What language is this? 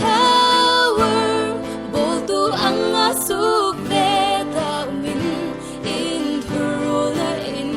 Hmar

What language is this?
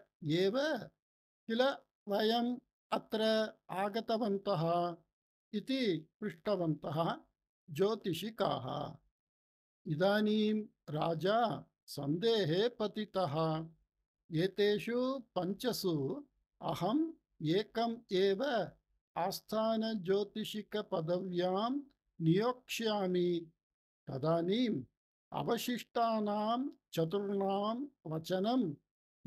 Sanskrit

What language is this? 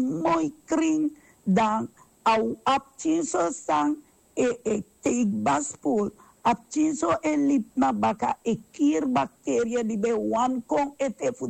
Sranan Tongo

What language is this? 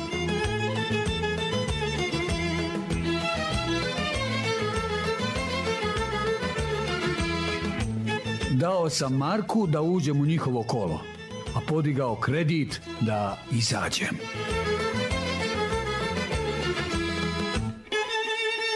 Serbian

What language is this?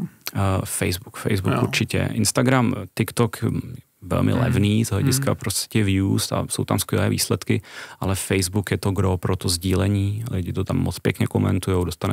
Czech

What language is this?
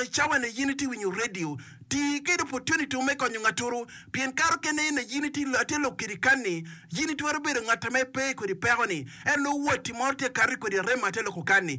Acoli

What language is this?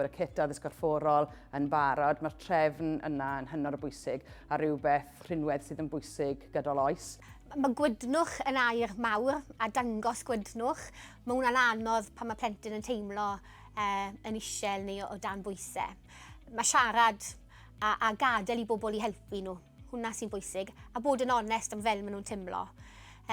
Welsh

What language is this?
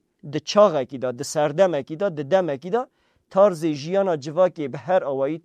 Kurdish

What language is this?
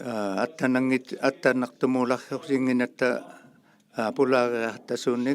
Inuktitut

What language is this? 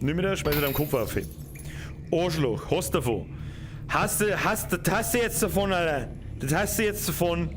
Bavarian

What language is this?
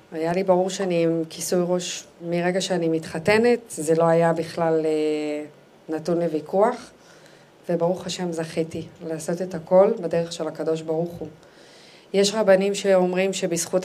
Hebrew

